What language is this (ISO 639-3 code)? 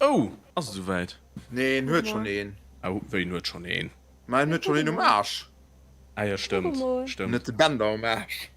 ltz